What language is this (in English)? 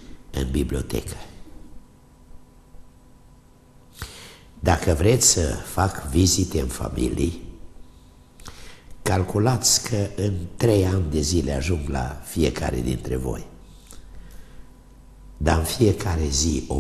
Romanian